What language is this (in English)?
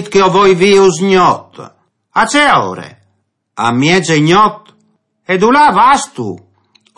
Friulian